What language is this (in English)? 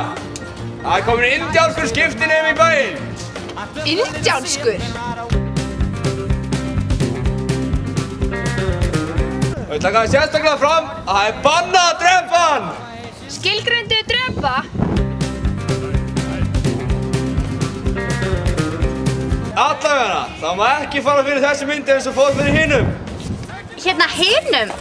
Icelandic